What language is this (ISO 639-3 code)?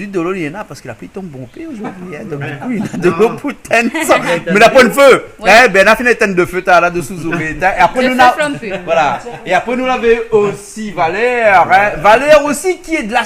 rcf